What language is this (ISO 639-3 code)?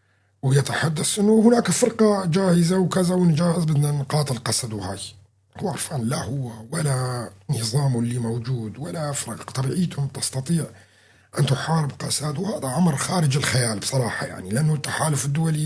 apc